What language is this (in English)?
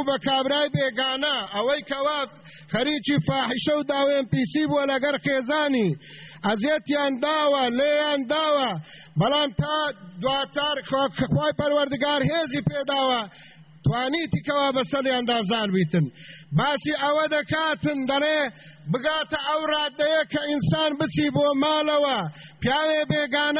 Central Kurdish